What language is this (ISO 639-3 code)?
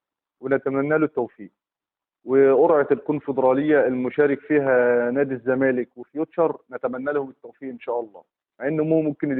arz